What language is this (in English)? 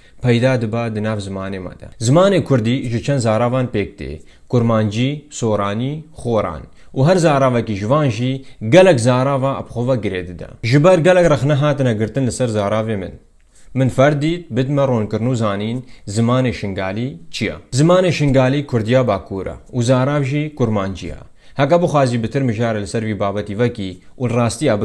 Kurdish